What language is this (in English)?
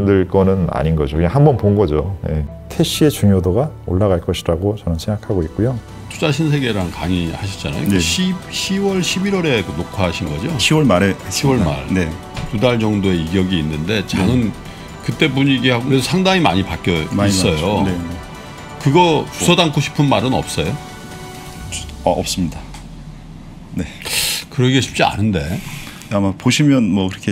Korean